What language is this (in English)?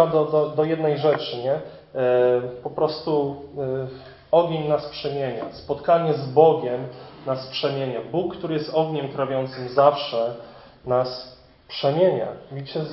Polish